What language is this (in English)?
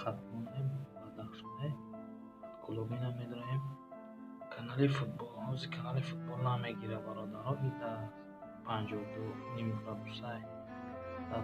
Tajik